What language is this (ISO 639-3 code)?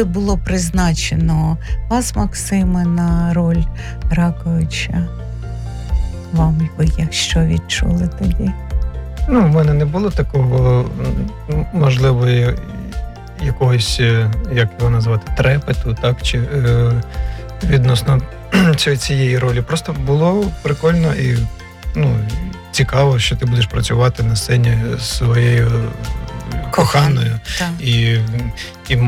ukr